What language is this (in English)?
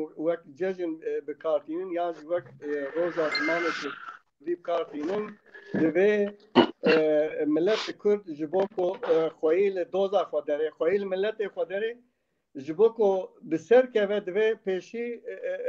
Kurdish